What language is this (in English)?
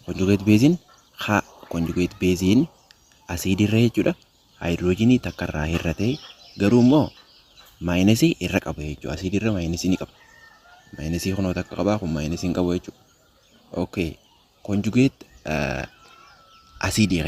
Oromo